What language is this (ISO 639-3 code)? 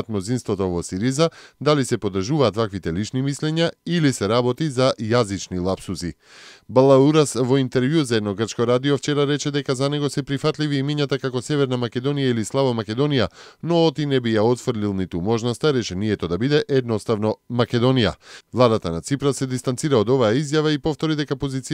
mkd